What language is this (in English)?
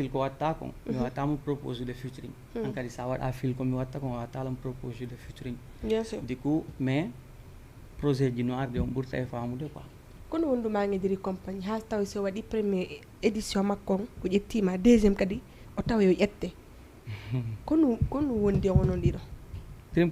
Fula